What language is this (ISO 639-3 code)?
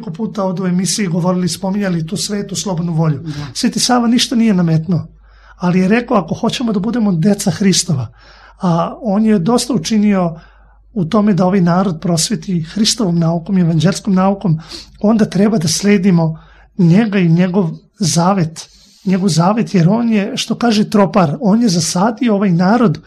srp